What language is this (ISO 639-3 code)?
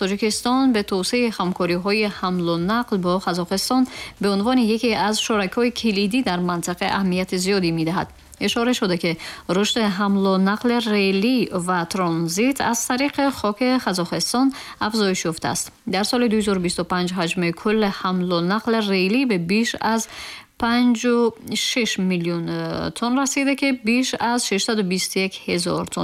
tgk